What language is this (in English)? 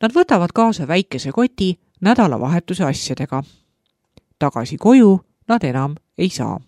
Estonian